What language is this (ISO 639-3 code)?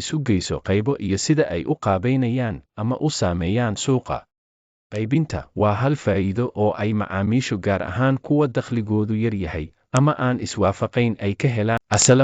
som